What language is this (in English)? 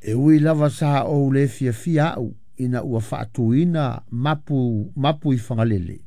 Samoan